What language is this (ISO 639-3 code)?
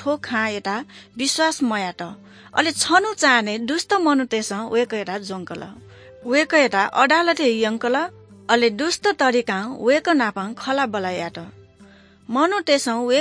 new